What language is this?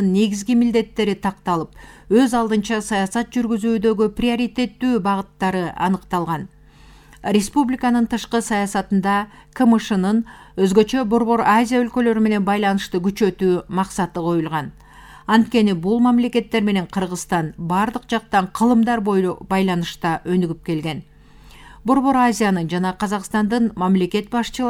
Kyrgyz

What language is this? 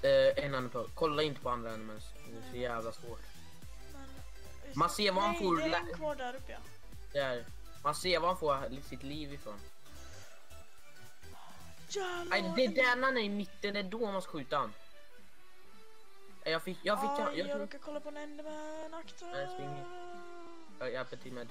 Swedish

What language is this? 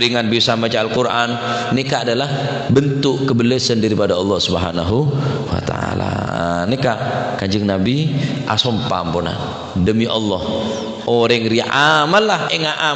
Madurese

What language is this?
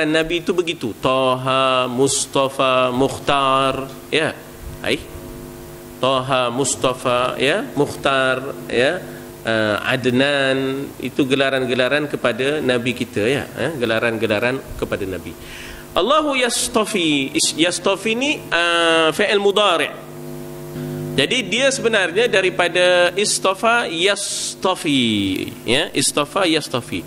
Malay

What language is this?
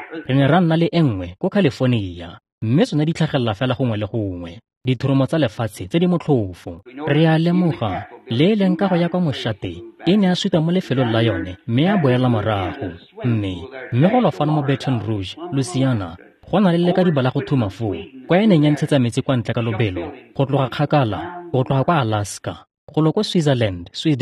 Tswana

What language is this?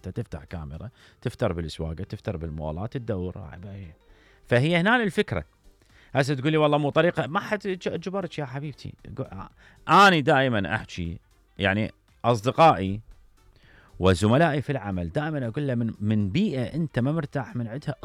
Mesopotamian Arabic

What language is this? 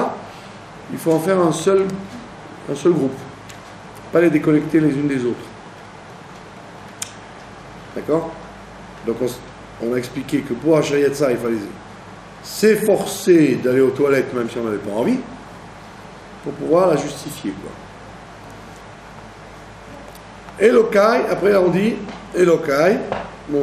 French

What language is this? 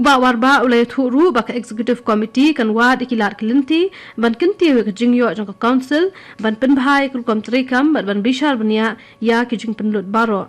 Khasi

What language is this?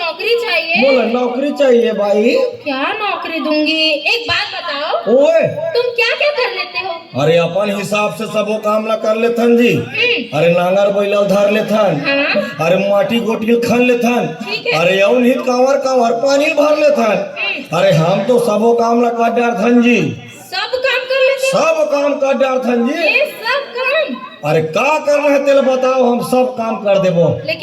Chhattisgarhi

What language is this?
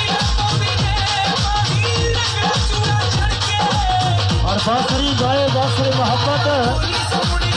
Punjabi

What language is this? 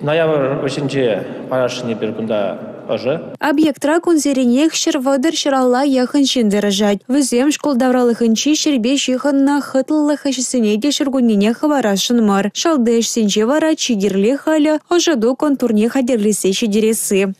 Chuvash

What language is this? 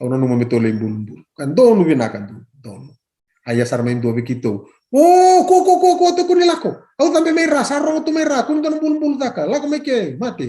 Fijian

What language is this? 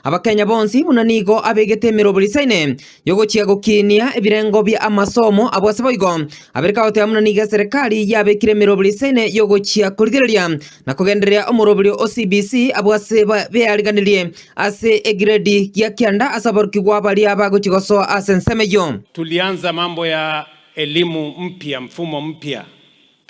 Gusii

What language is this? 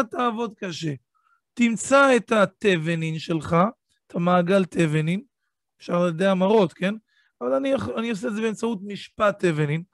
Hebrew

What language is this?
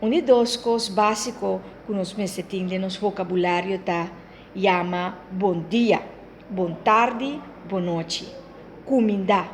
Papiamento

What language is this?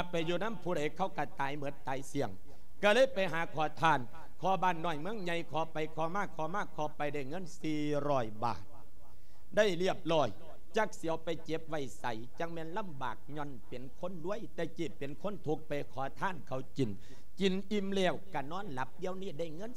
Lao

